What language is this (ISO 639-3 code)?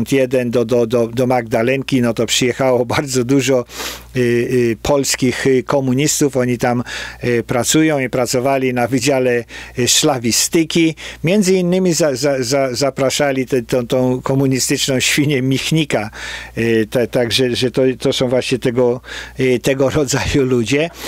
pol